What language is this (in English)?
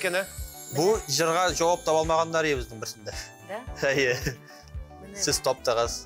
Tatar